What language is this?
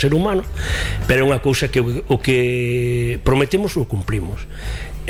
Galician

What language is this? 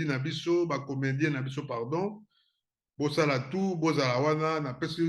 Lingala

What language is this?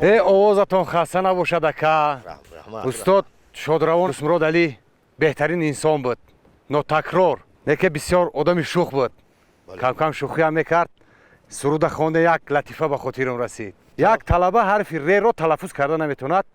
Tajik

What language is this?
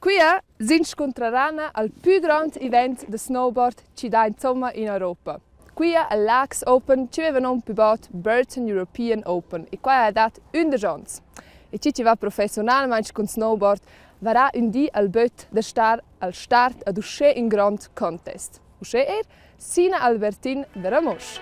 Romansh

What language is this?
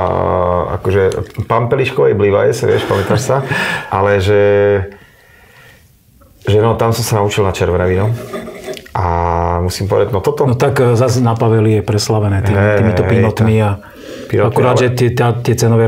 Slovak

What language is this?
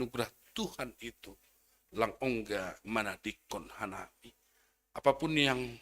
Batak Simalungun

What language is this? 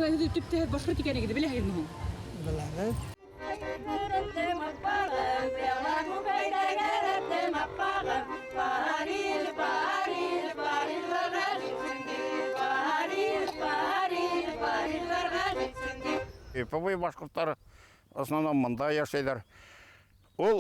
Bashkir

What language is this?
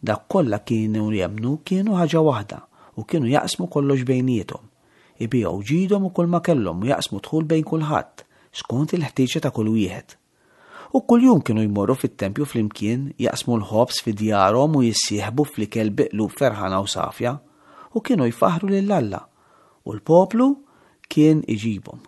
Maltese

